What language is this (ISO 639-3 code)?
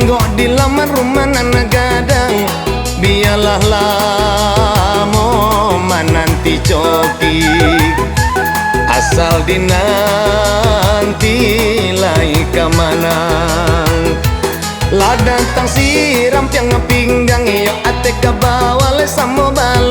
min